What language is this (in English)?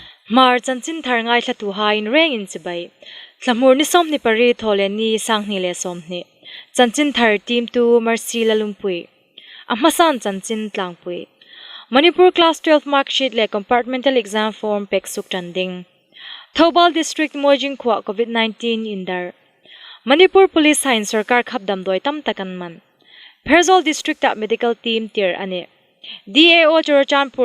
Hmar